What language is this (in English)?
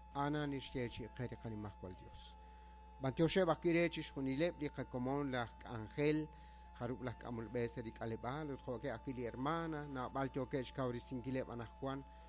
Kekchí